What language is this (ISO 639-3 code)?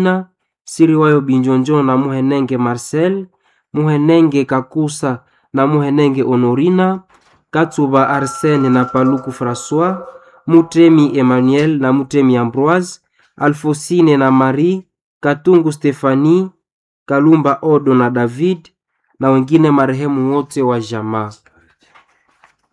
swa